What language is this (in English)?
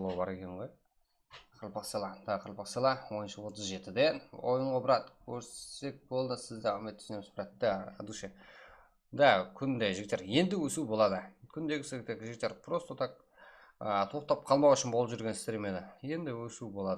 Kara-Kalpak